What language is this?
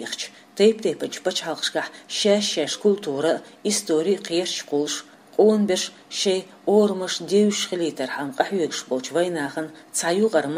Chechen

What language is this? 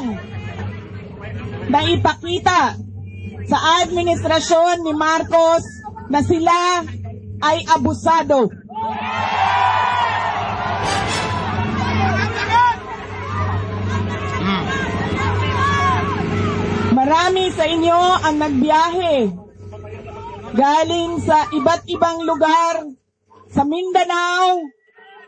Filipino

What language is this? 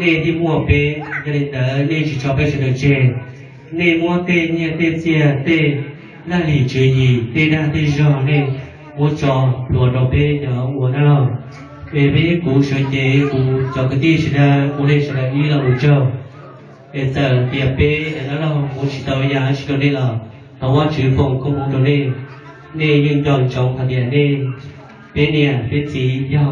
Hmong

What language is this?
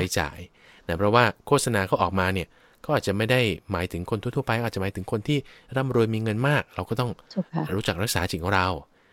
Thai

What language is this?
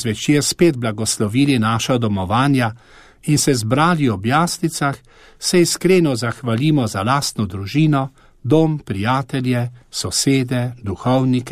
Slovenian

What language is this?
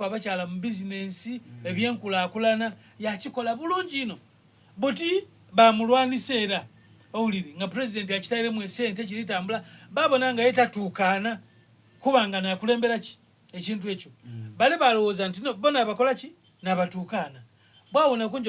Soga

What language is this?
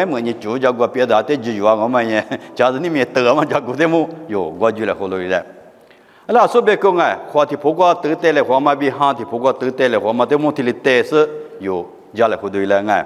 Lisu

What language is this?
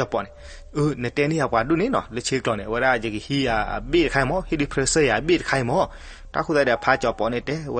S'gaw Karen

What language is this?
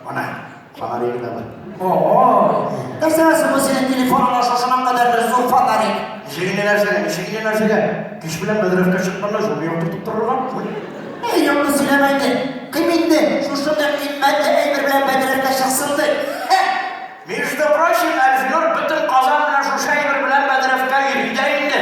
Tatar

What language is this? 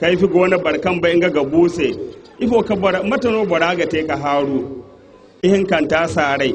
Zarma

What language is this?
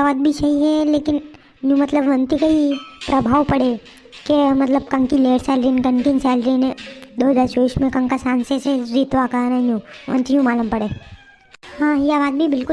Rajasthani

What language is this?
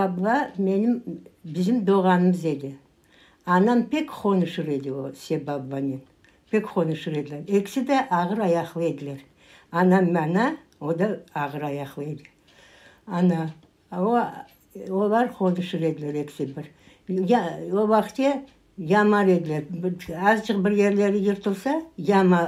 Crimean Tatar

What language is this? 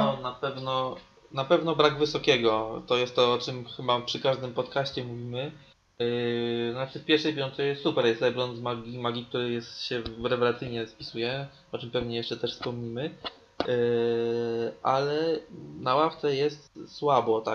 Polish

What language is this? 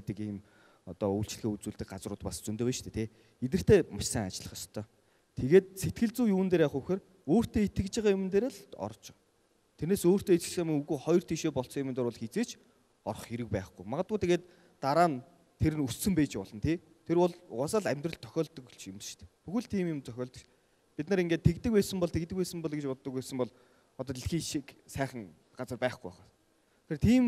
Mongolian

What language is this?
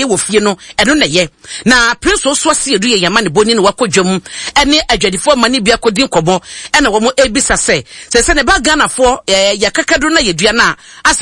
Akan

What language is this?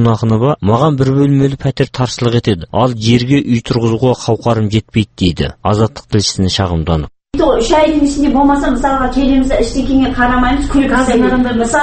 Kazakh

